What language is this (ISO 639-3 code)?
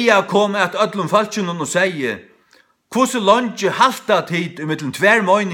fao